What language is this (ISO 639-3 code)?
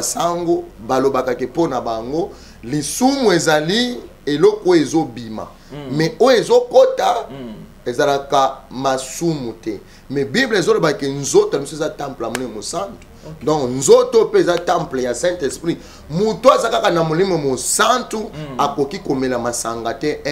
lin